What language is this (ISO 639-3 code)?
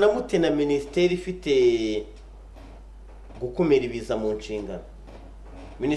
kin